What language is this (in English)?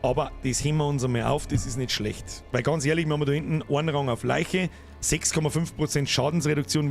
Bavarian